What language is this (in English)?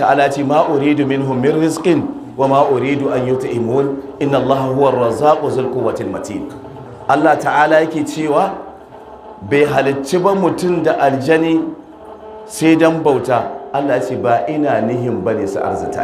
Hausa